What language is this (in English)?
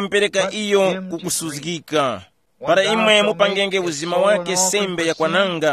Tumbuka